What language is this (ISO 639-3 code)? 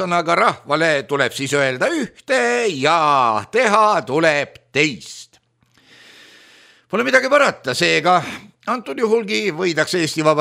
est